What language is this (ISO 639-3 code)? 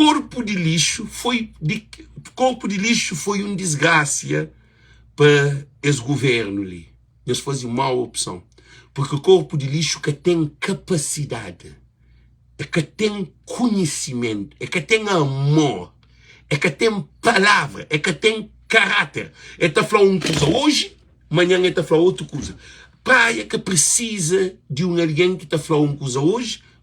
kea